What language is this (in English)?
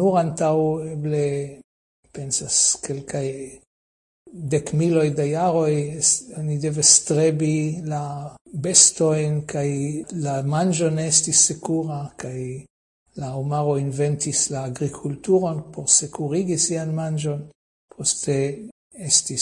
Esperanto